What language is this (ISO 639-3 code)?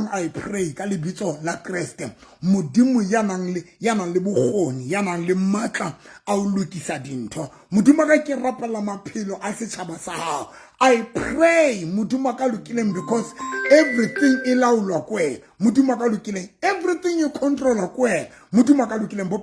sot